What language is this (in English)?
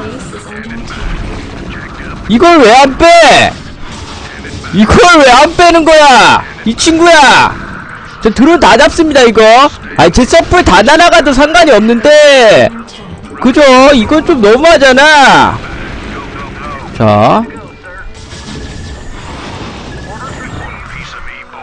Korean